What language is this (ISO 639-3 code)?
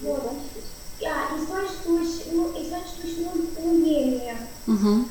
myv